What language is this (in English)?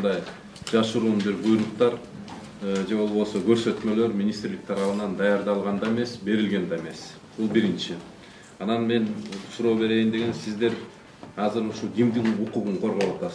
Kyrgyz